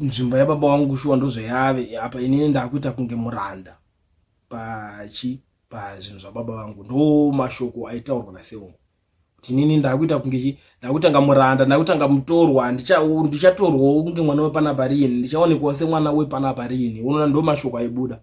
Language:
Shona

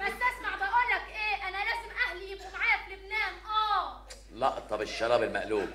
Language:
Egyptian Arabic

